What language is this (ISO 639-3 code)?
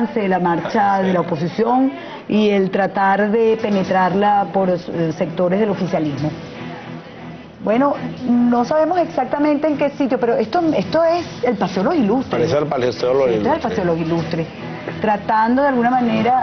spa